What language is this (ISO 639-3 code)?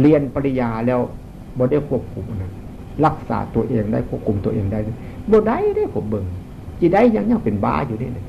tts